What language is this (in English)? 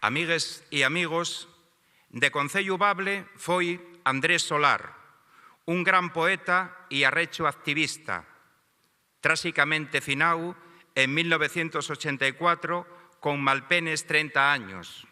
Asturian